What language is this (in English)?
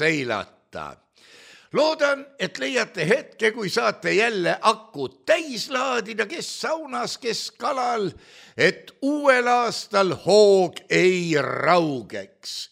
Estonian